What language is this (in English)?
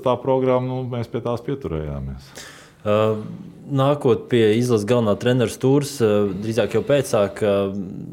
Latvian